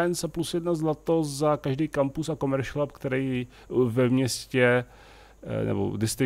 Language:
Czech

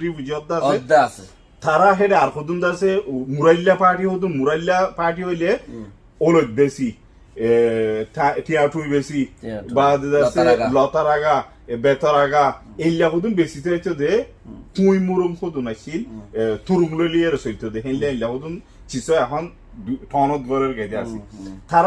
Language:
Rohingya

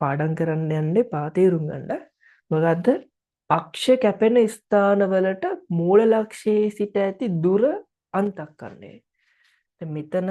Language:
Sinhala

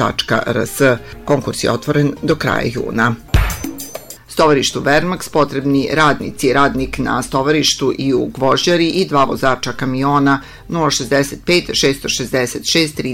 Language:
Serbian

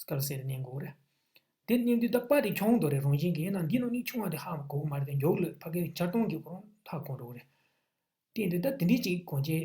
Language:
Tibetan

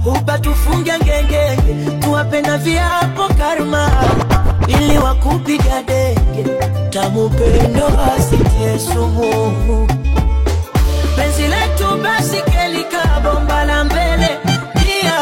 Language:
Swahili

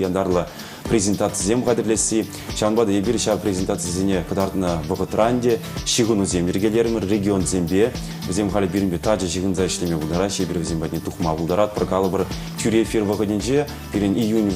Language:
Chuvash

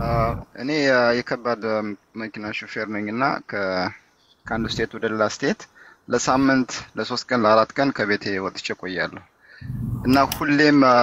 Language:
Amharic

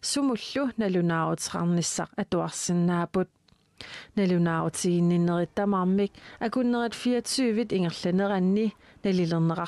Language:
Kalaallisut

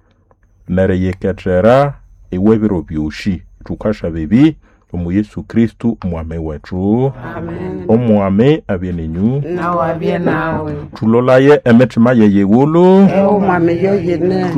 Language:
Nande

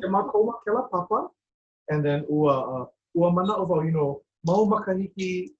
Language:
Hawaiian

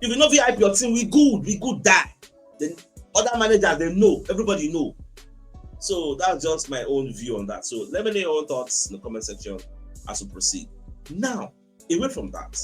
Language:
Nigerian Pidgin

